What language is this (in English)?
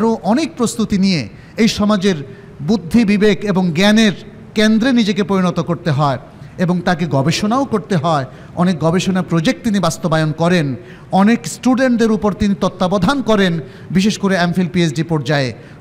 Bangla